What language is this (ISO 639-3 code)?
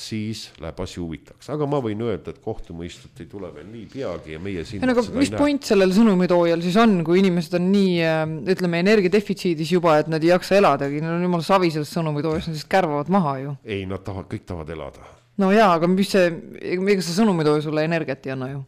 est